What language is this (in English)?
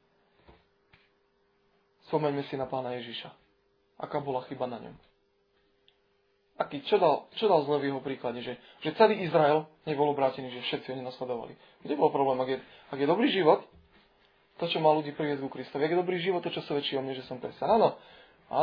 Slovak